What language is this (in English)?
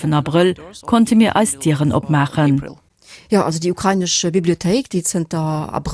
Luxembourgish